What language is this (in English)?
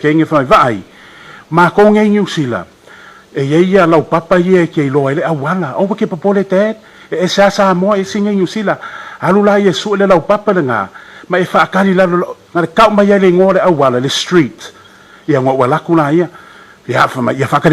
Samoan